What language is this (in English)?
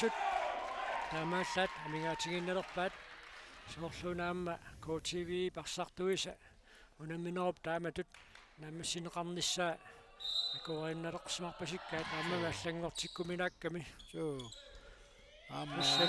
Kalaallisut